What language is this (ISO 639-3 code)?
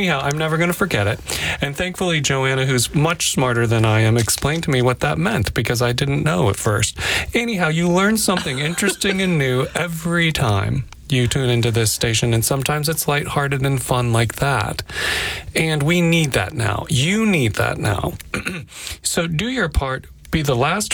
eng